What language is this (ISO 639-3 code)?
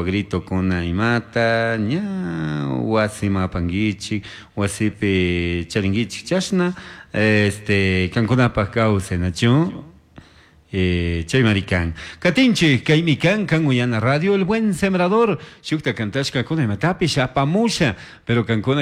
qug